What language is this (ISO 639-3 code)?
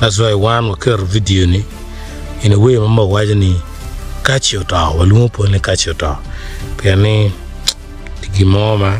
ach